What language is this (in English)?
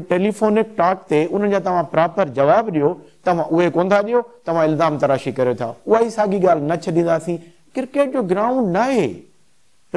Sindhi